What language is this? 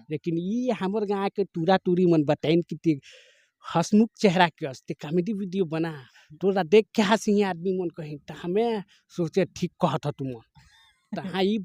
Chhattisgarhi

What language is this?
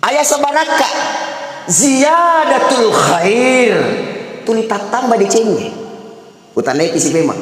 Buginese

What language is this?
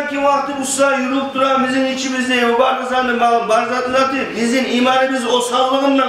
Kumyk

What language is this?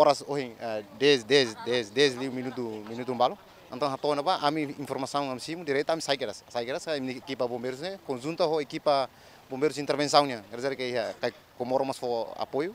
Tetum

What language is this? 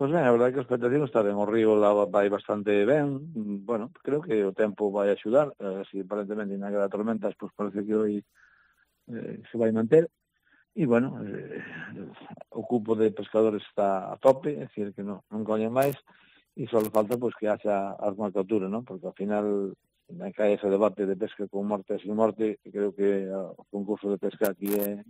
Galician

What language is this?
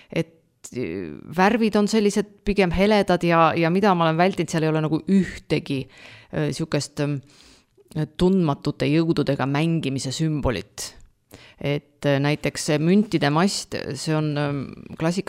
Estonian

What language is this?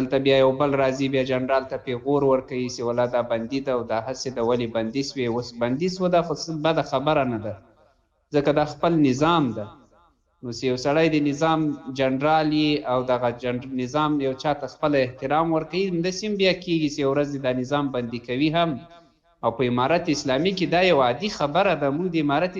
Pashto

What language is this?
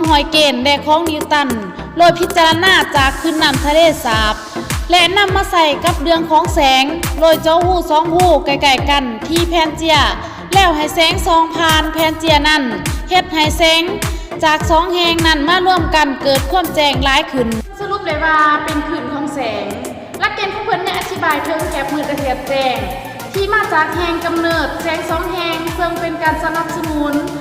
Lao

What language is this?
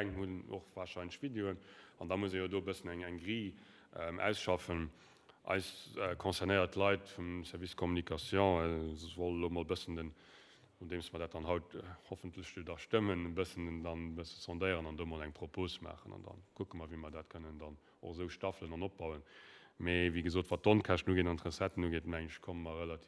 Luxembourgish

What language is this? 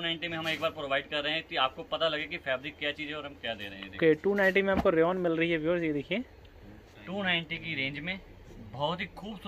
Hindi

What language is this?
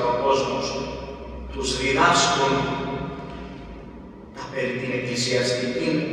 Greek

